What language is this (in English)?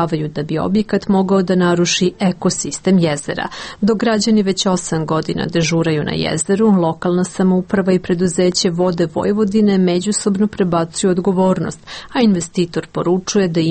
Serbian